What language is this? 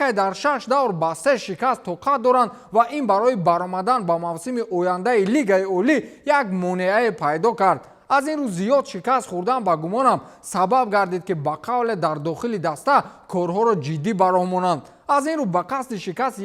Tajik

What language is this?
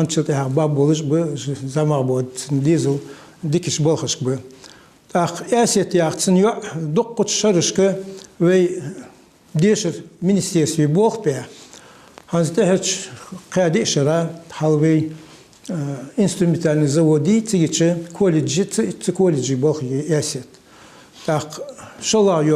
Ingush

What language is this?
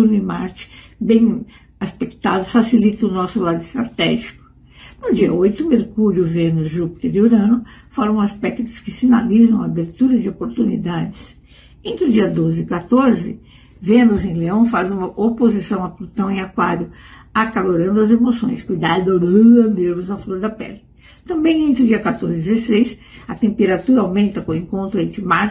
Portuguese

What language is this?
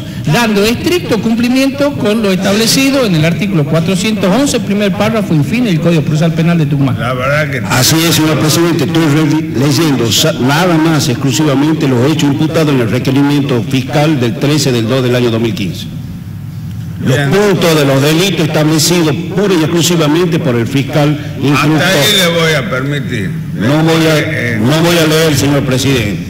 Spanish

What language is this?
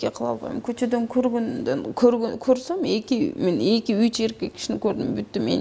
Kyrgyz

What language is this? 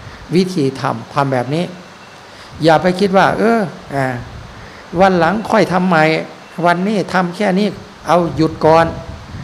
Thai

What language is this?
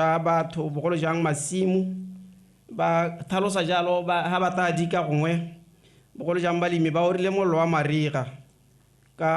Tswana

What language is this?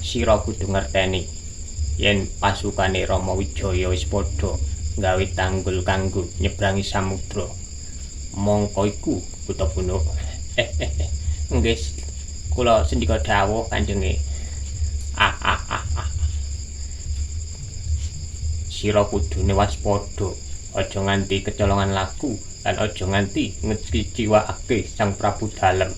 Javanese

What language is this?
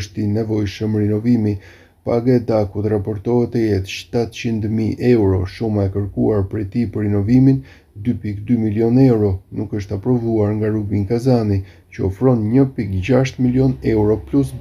Albanian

